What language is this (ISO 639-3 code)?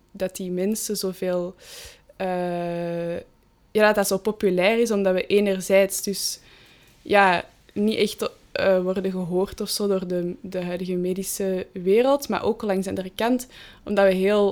nld